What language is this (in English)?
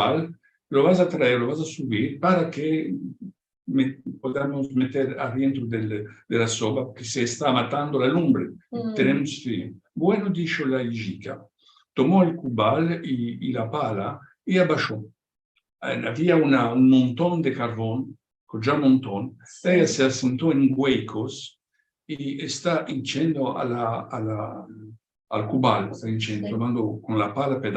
Ladino